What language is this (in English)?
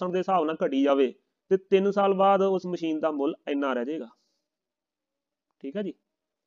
Punjabi